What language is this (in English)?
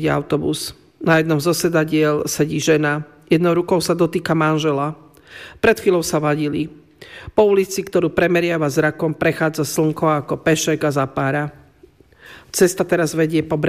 Slovak